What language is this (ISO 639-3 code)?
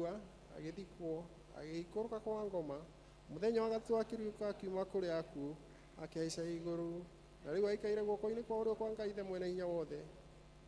kik